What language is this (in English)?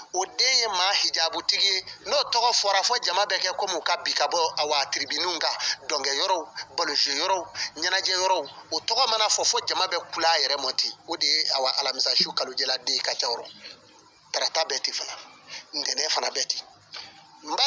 Bambara